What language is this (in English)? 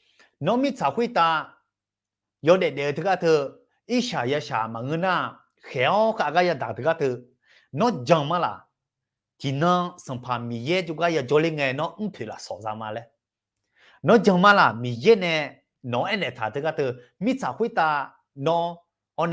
Akha